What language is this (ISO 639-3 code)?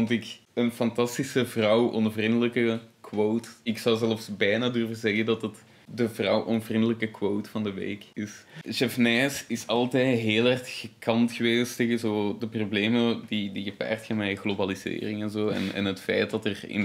nld